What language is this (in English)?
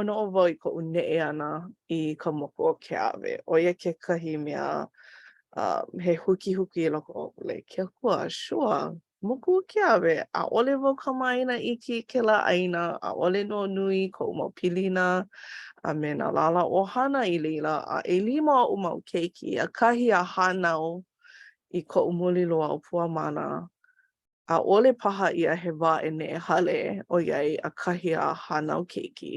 Hawaiian